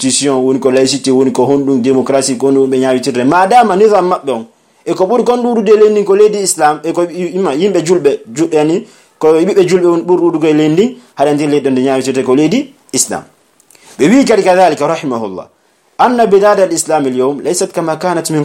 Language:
Pular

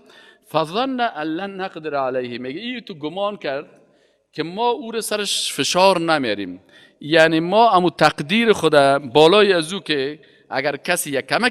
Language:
Persian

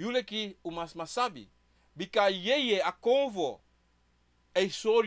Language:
Sranan Tongo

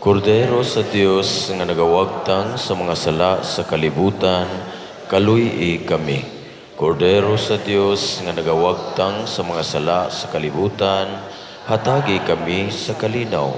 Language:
Cebuano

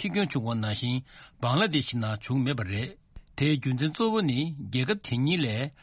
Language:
Tibetan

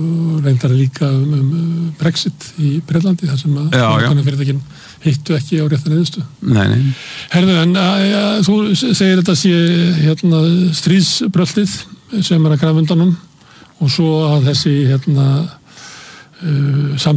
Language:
Icelandic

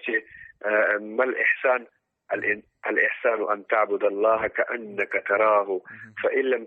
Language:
Pashto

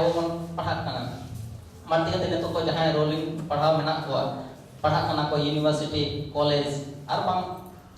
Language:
Santali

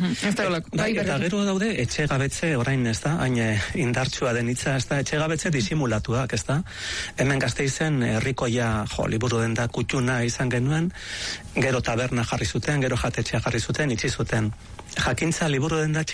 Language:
Basque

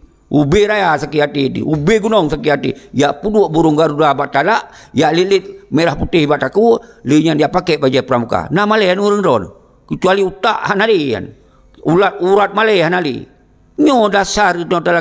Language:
Achinese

